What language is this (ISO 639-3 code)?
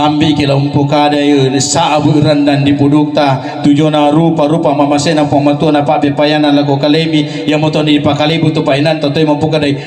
sda